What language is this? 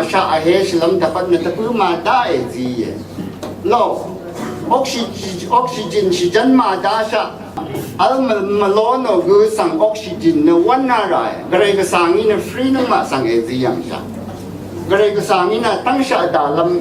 Rawang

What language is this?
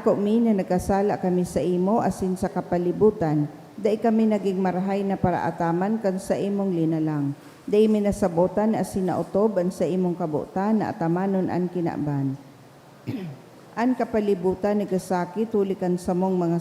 Bikol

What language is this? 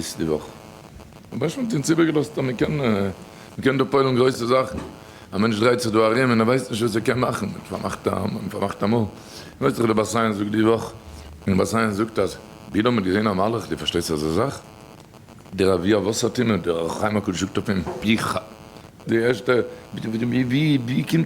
Yiddish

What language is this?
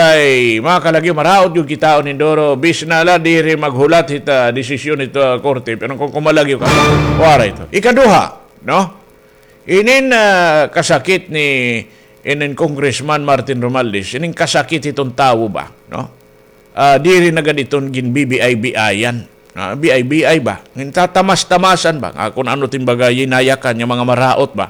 Waray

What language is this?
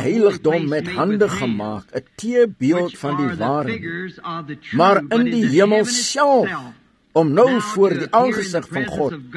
Afrikaans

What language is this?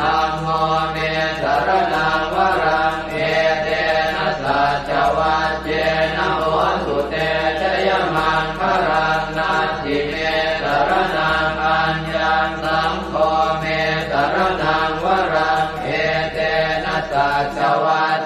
Pali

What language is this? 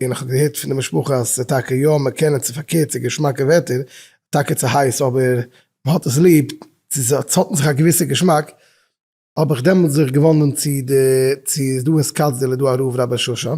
Yiddish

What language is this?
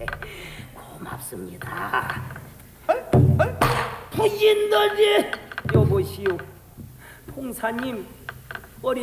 Korean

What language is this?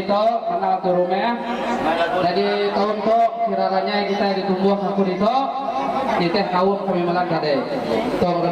Iban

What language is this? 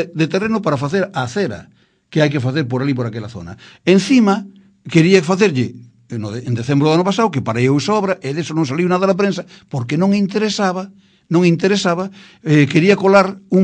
Galician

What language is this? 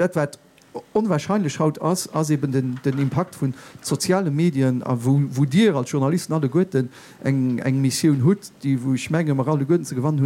Luxembourgish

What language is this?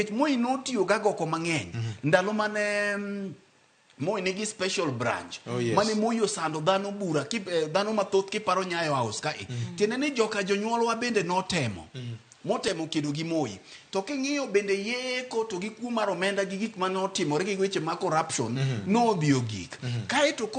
Luo (Kenya and Tanzania)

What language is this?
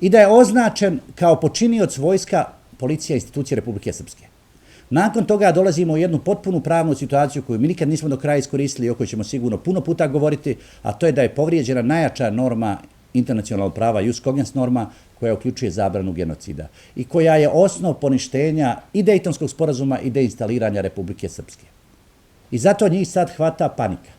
Bosnian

